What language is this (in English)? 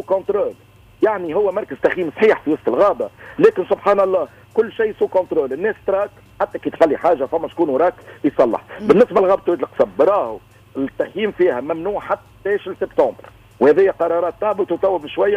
Tunisian Arabic